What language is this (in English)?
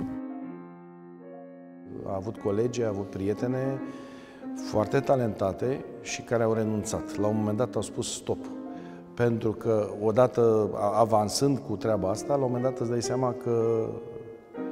Romanian